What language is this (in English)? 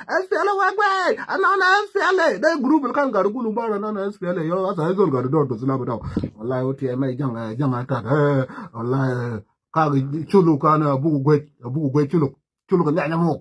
Nuer